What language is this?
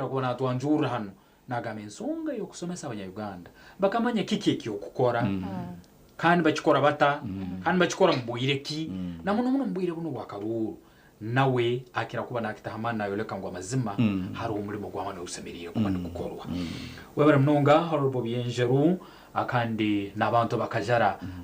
Nyankole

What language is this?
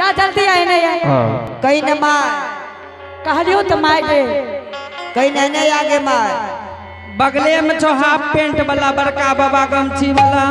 Angika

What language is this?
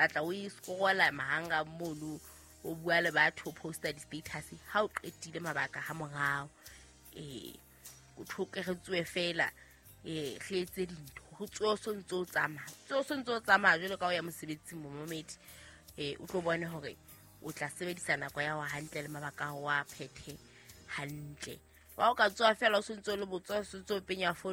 Southern Sotho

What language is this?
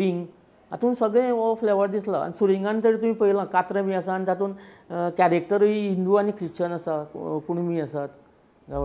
Konkani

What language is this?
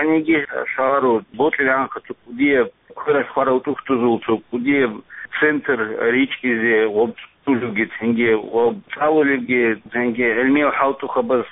Avaric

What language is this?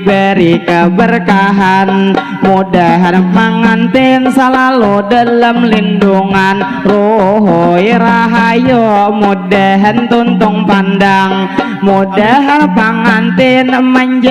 Banjar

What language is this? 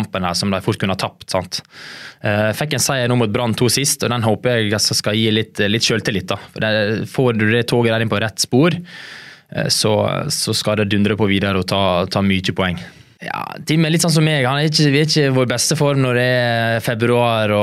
Norwegian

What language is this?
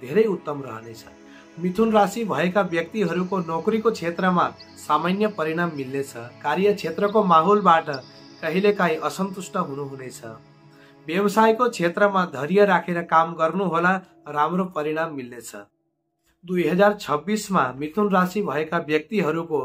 Nepali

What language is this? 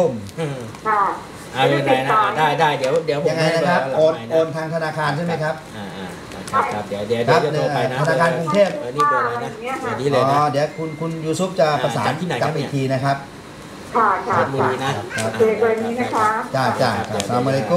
Thai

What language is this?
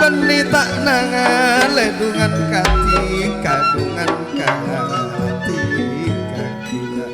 Madurese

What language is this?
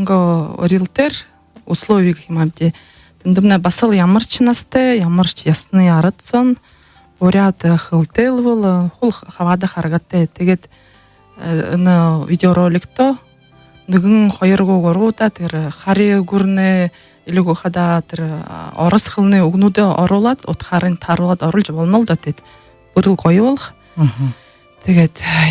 Buriat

